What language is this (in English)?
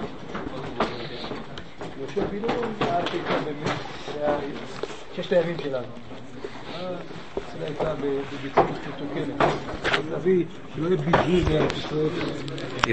Hebrew